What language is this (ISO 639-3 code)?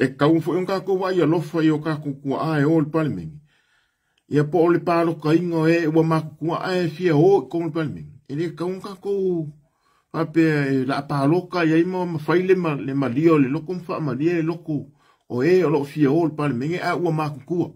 smo